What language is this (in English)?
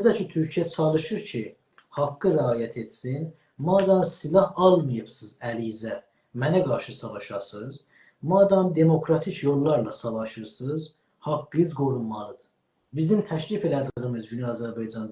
South Azerbaijani